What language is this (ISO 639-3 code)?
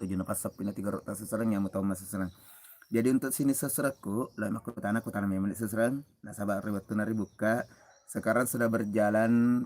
bug